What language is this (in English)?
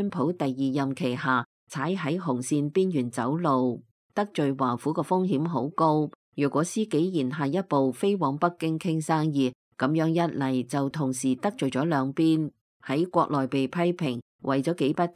Cantonese